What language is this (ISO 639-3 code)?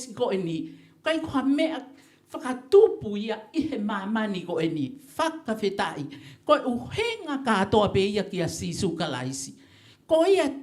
ton